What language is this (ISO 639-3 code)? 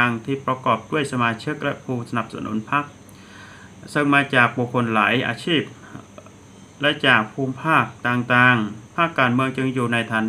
tha